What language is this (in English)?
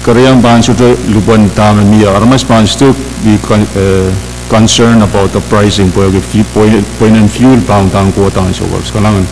Pohnpeian